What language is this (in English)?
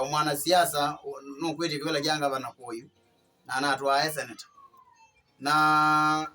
Kamba